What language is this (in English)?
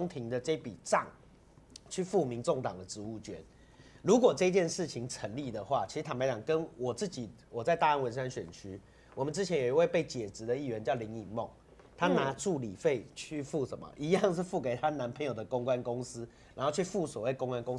Chinese